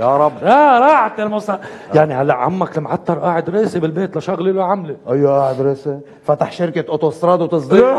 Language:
North Levantine Arabic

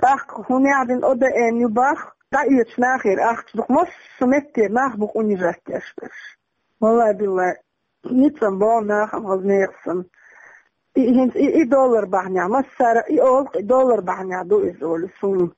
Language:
Chechen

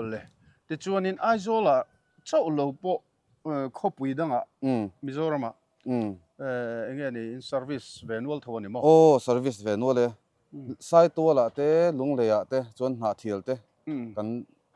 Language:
Mizo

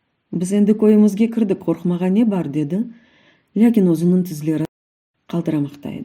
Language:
Crimean Tatar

